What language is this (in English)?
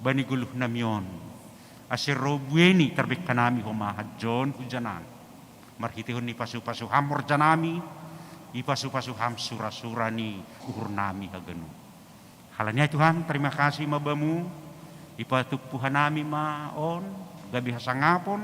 Batak Simalungun